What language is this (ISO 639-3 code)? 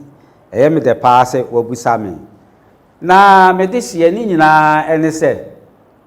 aka